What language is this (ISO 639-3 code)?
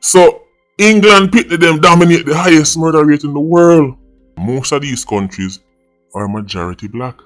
jam